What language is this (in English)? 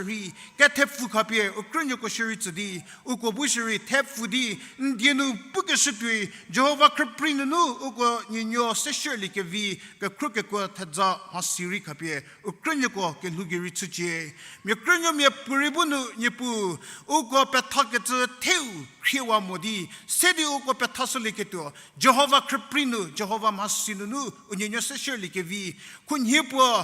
Angami Naga